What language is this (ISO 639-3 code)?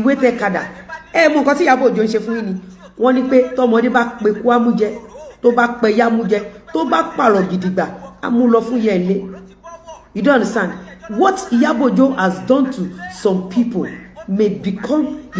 yor